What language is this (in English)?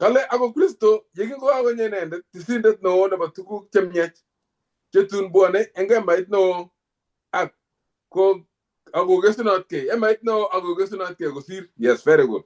Kalenjin